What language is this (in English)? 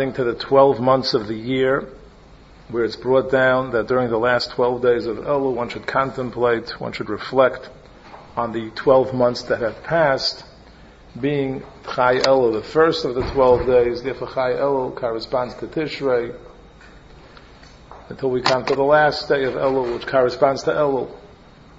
English